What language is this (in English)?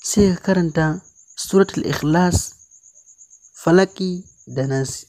Hausa